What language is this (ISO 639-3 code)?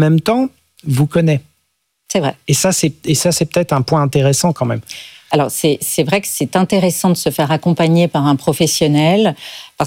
fra